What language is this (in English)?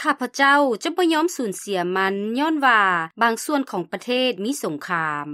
Lao